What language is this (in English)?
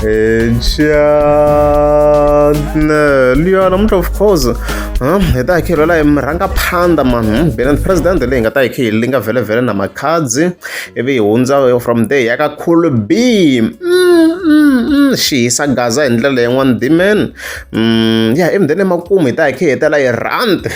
Tsonga